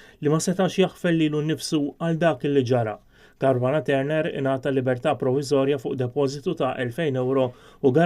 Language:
Maltese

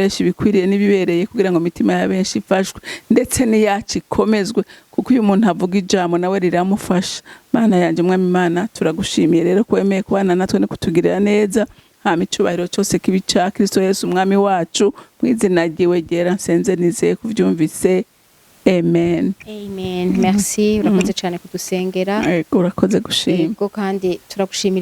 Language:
Rundi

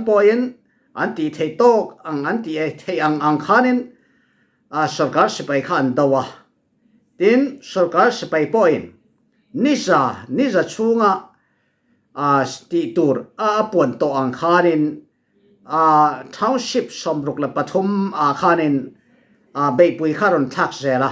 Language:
Falam Chin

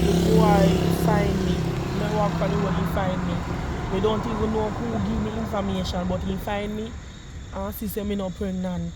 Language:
Jamaican Creole English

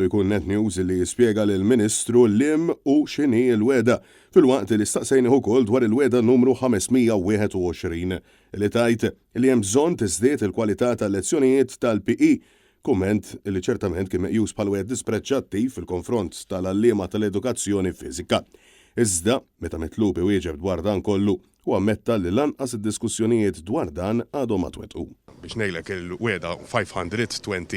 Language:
Maltese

